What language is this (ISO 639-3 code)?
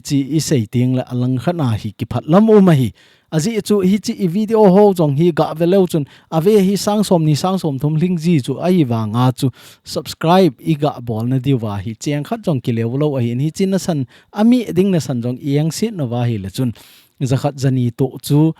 tcz